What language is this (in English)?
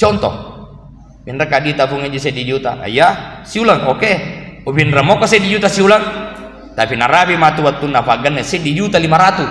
Buginese